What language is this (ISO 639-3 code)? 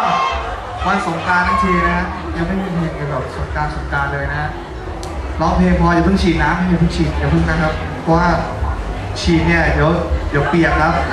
tha